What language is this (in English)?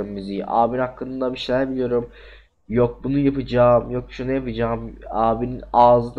Turkish